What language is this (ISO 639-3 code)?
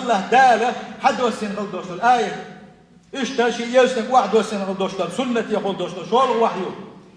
che